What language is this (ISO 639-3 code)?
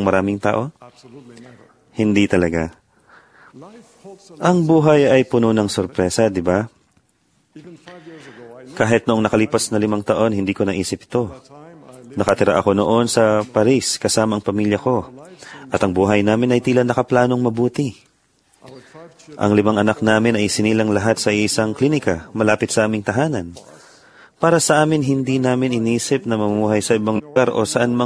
fil